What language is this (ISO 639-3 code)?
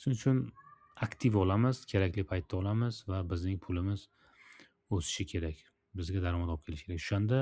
uzb